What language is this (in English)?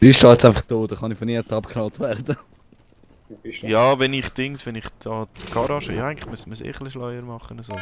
Swiss German